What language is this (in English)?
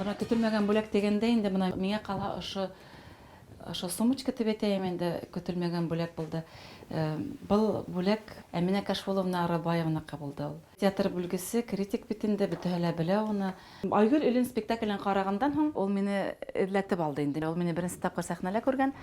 Bashkir